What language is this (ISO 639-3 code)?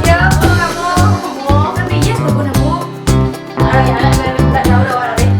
min